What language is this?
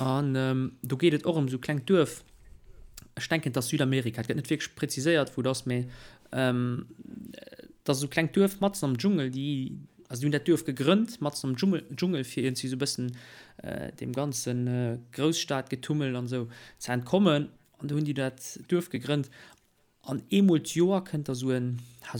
Luxembourgish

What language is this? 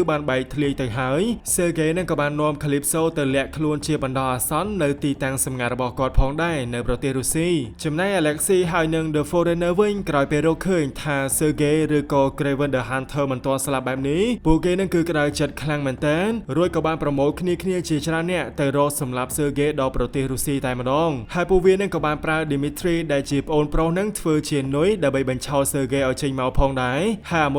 Khmer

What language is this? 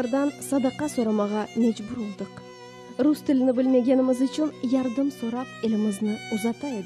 Crimean Tatar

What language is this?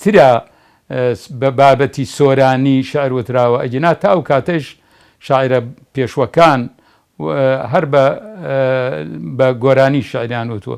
Central Kurdish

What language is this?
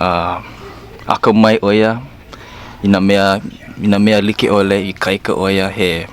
Hawaiian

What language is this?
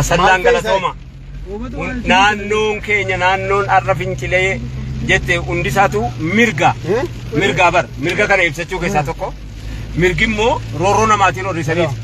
Oromo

